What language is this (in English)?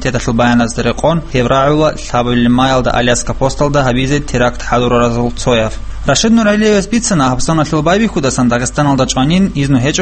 Avaric